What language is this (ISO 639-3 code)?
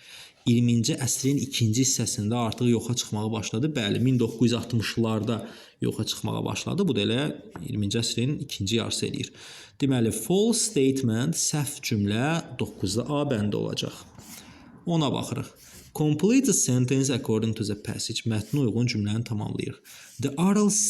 aze